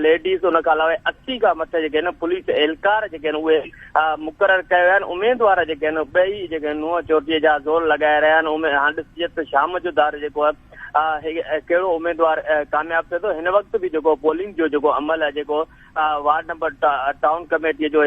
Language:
Sindhi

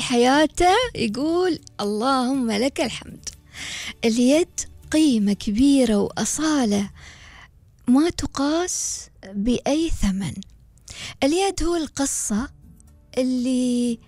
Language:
Gulf Arabic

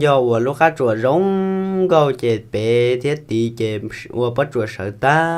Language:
Hmong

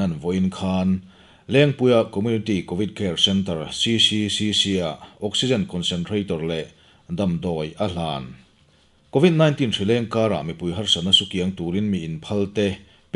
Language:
Mizo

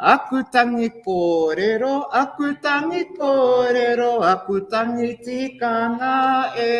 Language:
Māori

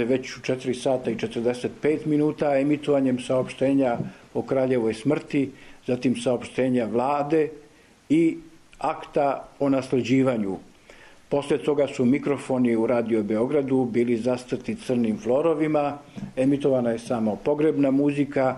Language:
Serbian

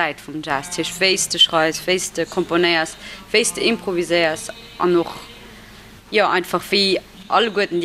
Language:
Luxembourgish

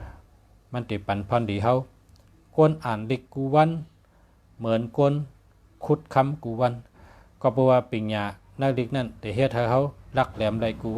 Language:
Shan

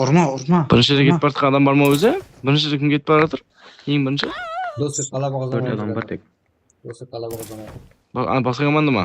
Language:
Kara-Kalpak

